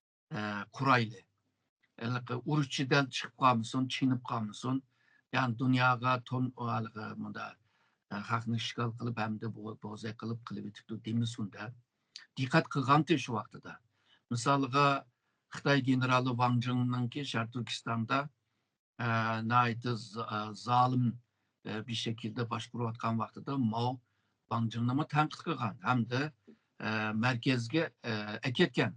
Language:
Uyghur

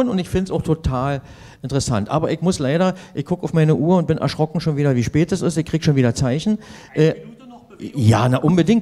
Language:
German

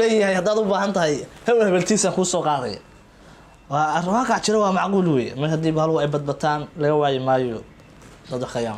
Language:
Somali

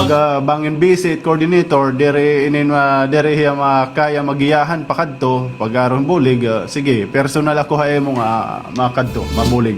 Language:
Waray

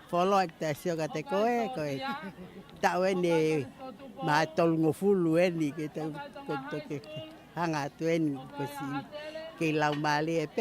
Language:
Tongan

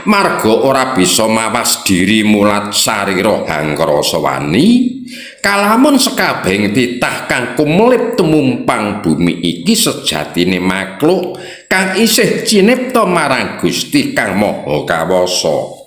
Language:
Javanese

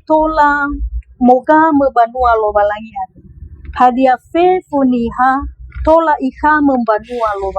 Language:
Nias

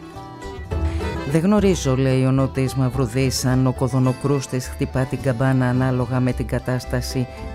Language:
Greek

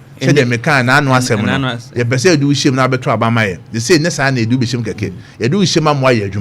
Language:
Akan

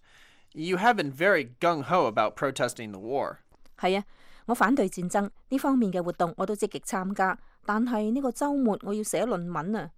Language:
Cantonese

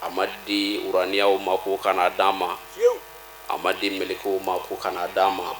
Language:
Bambara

